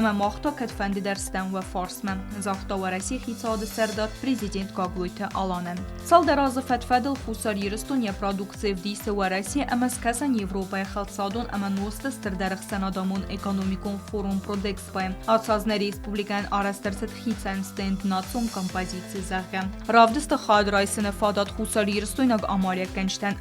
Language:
Ossetic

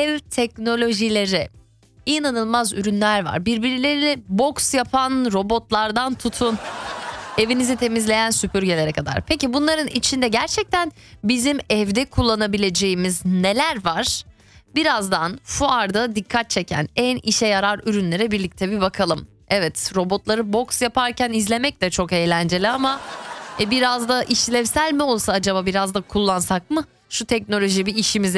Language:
Turkish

